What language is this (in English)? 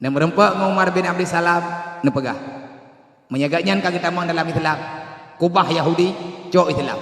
Achinese